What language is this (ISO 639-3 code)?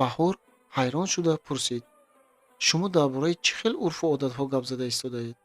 tgk